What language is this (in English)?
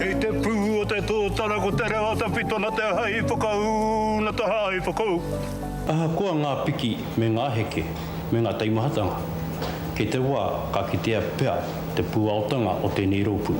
Māori